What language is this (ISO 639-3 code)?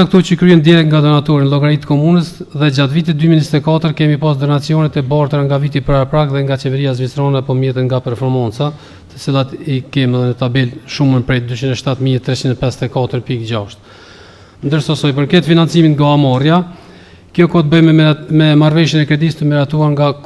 sqi